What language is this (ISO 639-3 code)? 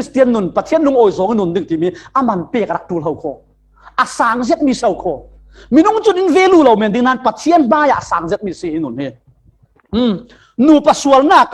cfm